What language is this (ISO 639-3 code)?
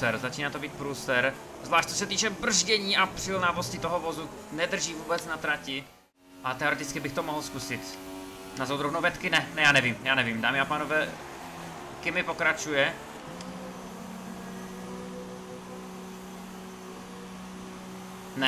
ces